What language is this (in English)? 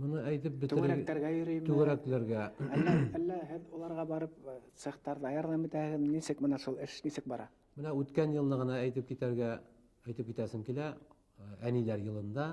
Bashkir